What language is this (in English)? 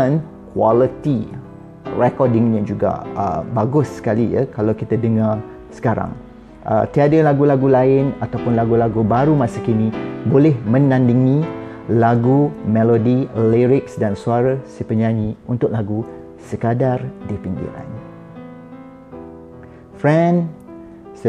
Malay